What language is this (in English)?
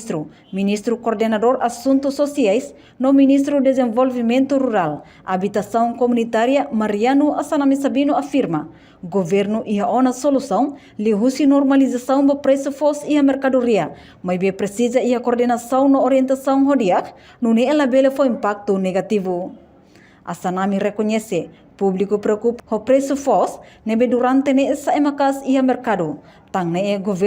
Tetum